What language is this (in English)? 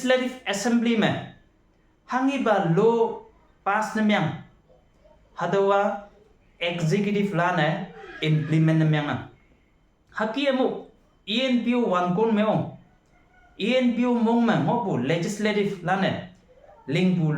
Konyak Naga